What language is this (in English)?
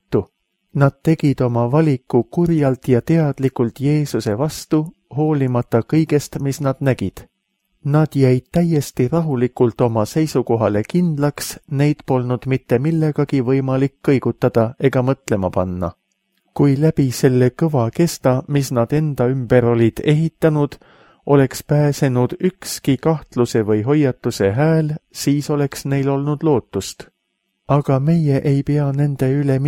Estonian